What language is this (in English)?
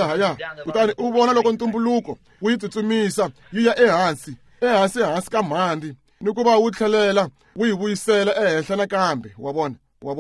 Tsonga